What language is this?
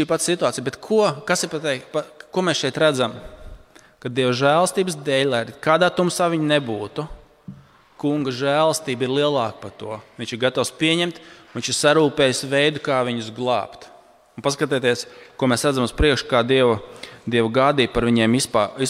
Latvian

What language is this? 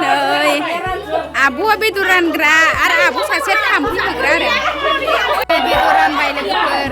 Bodo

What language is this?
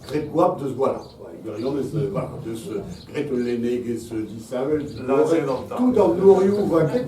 Breton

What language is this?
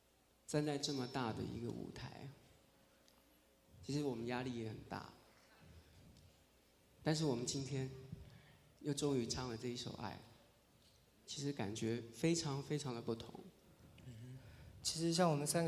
Chinese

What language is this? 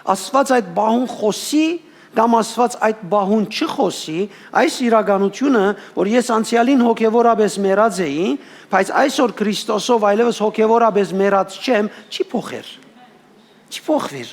Western Armenian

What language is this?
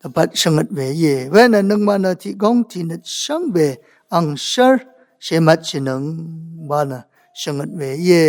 Rawang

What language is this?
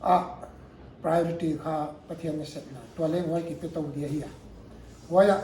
Paite Chin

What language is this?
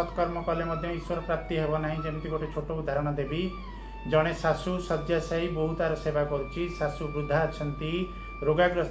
Odia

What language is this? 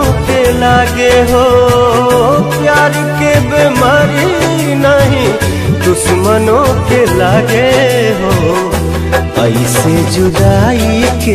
Bhojpuri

